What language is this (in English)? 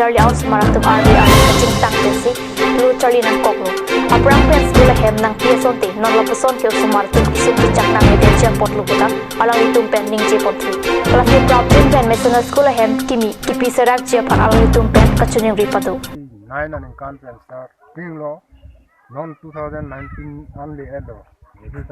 Karbi